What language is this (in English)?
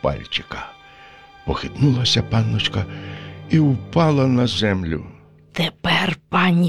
Ukrainian